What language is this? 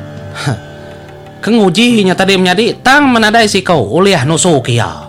Iban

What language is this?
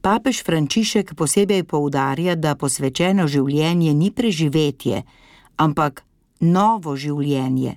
Slovenian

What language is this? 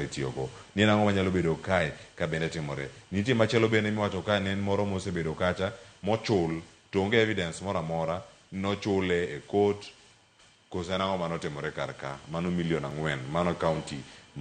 Luo (Kenya and Tanzania)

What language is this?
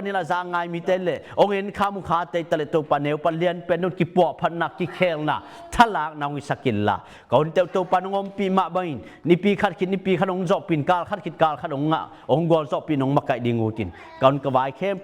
Tedim Chin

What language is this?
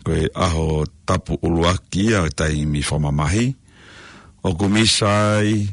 Tongan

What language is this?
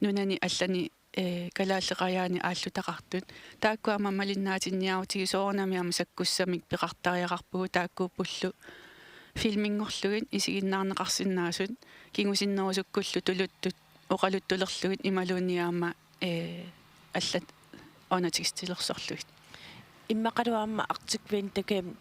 Kalaallisut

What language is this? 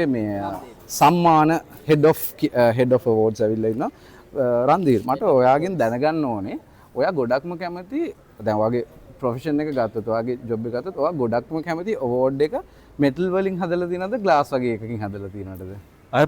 Sinhala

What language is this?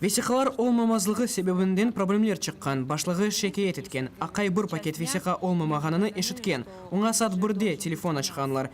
Crimean Tatar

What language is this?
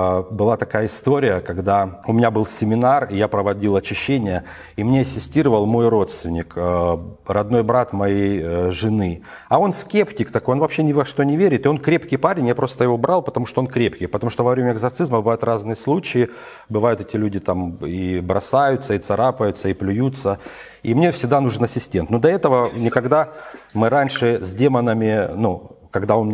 Russian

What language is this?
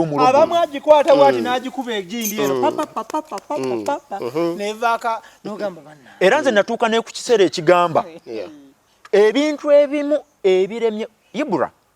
Ganda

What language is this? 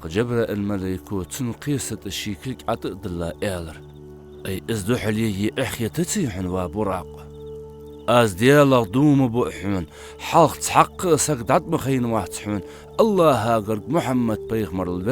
Ingush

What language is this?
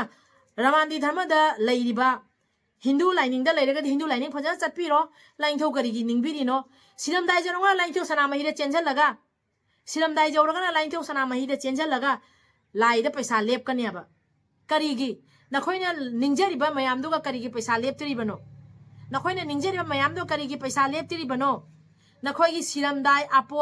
Manipuri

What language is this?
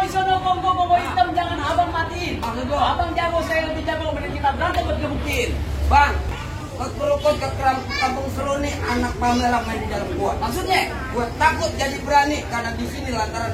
Betawi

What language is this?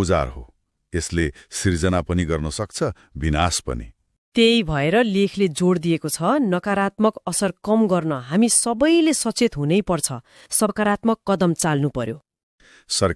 Nepali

